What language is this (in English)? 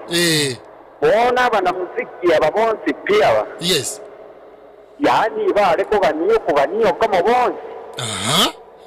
Gusii